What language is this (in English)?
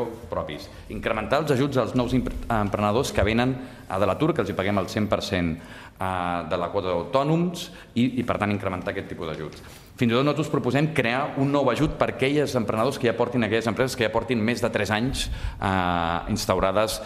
Catalan